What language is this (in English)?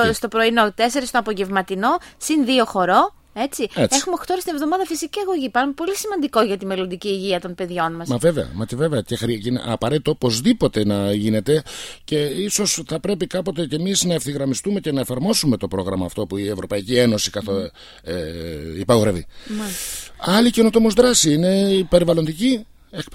Greek